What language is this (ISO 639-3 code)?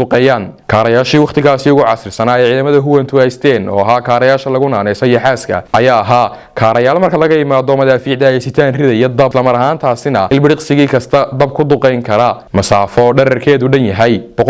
som